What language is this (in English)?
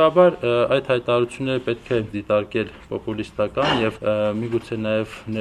Armenian